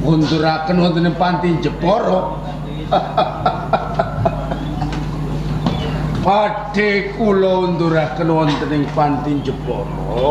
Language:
Javanese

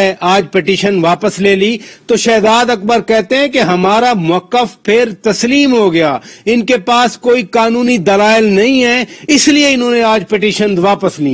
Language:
Urdu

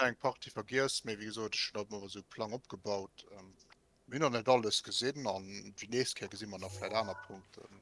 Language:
Luxembourgish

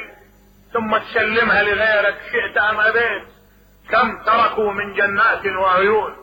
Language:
Mesopotamian Arabic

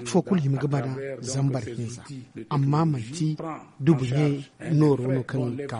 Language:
Zarma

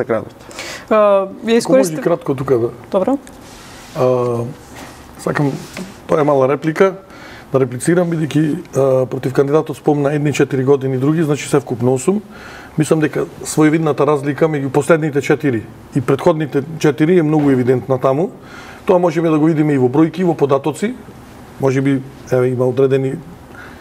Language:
Macedonian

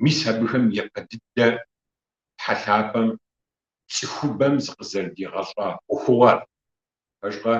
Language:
Kabardian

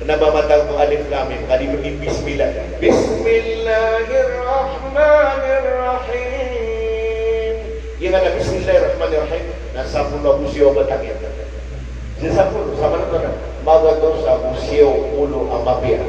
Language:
Maranao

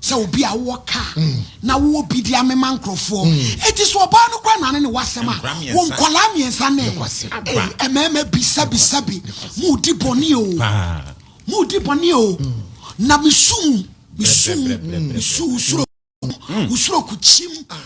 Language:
Akan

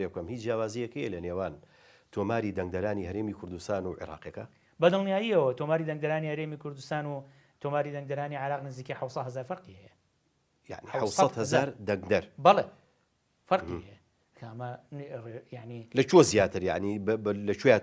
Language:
Central Kurdish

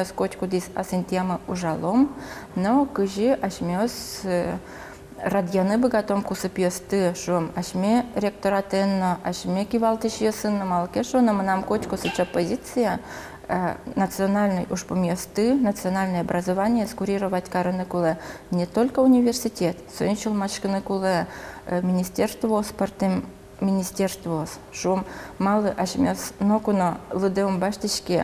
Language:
Udmurt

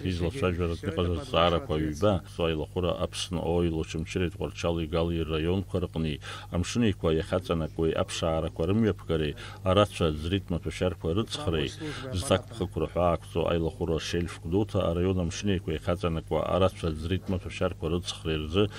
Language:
Abkhazian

